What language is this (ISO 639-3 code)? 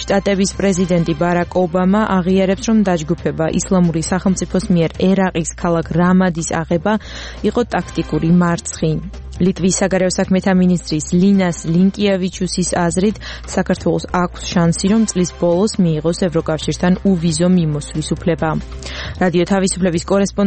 kat